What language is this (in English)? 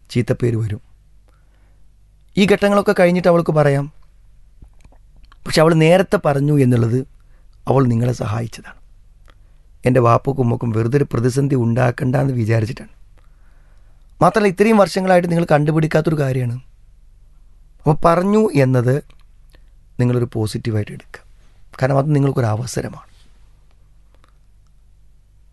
Malayalam